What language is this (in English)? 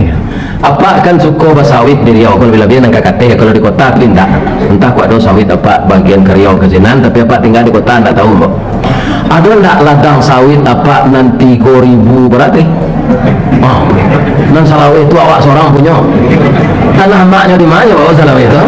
Minangkabau